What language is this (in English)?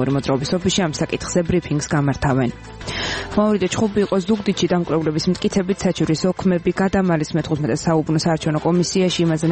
Georgian